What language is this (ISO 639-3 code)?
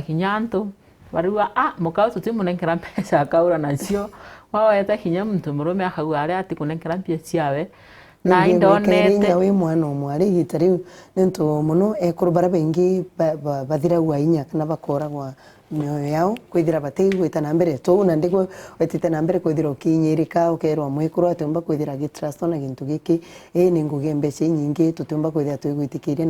mer